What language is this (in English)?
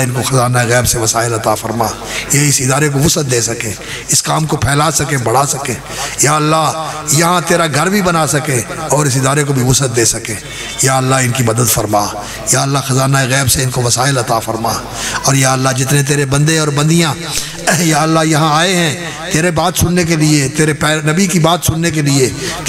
Urdu